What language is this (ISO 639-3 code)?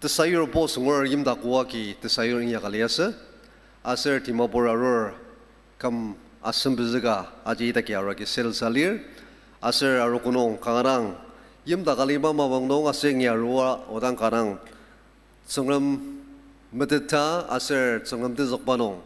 njo